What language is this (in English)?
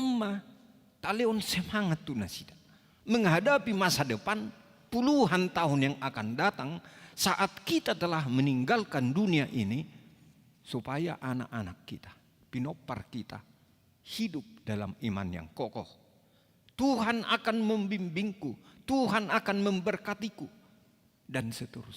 Batak Toba